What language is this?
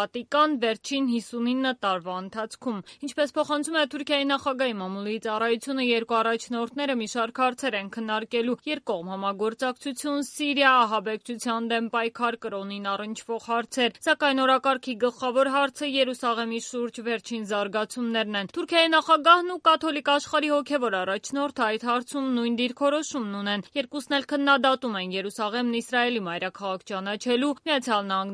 Armenian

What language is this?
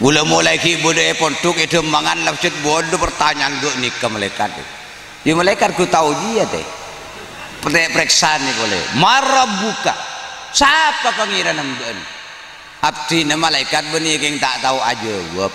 Madurese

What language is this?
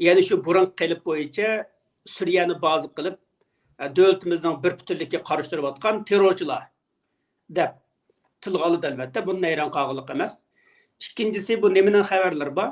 Uyghur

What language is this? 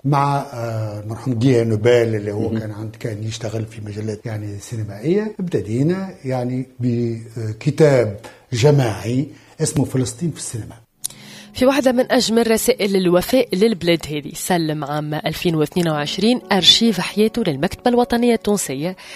Tunisian Arabic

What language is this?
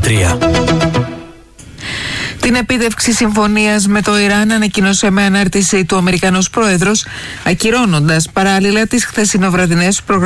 Greek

